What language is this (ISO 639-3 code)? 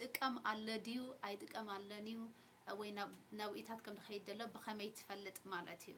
tir